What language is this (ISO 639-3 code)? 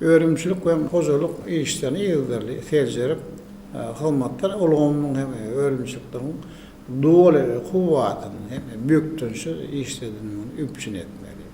tuk